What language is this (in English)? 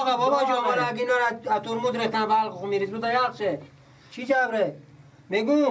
Persian